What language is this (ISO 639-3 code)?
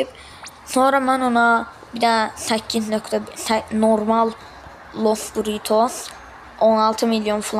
aze